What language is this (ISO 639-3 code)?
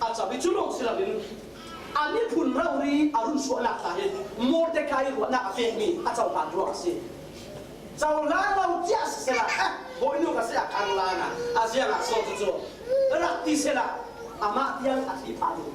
cfm